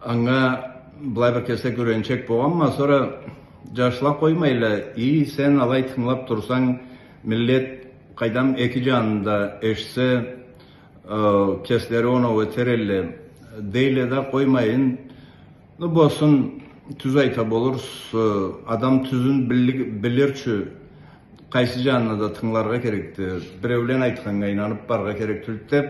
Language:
Karachay-Balkar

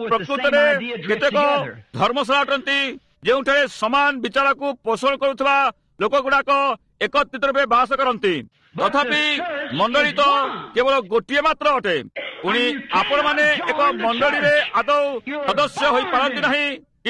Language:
Odia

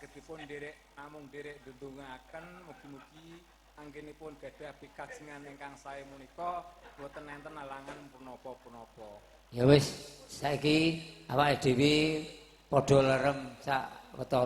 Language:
Javanese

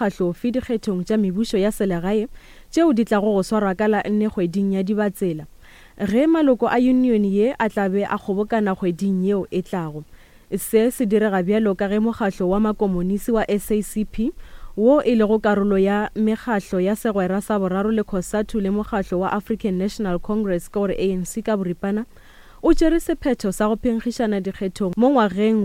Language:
Northern Sotho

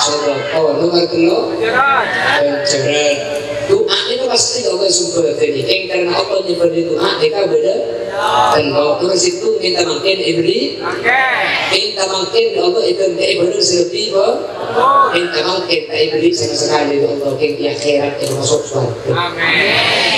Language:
Madurese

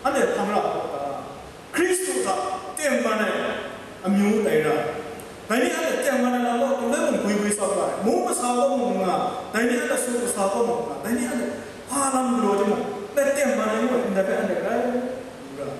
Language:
Kachin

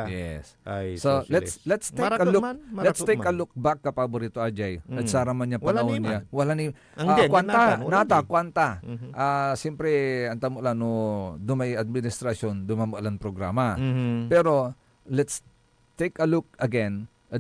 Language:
Pangasinan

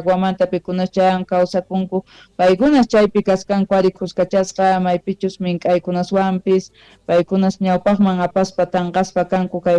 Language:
Quechua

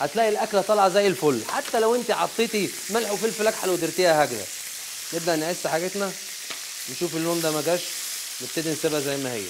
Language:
Algerian Arabic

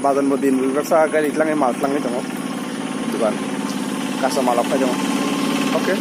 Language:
Kok Borok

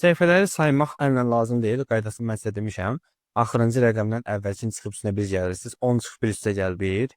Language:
Azerbaijani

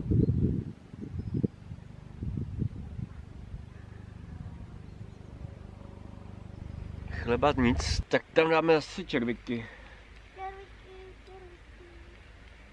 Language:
Czech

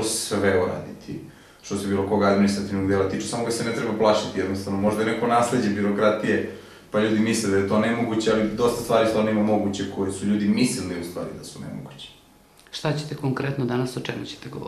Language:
Serbian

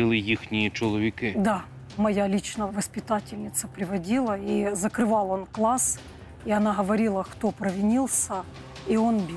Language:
Ukrainian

